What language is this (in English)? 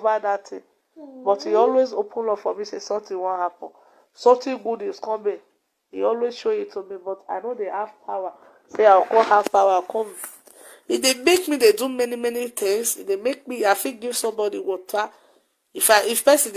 Nigerian Pidgin